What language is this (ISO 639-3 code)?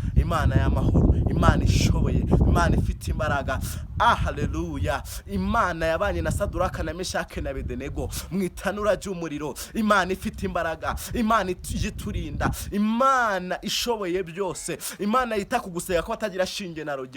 kin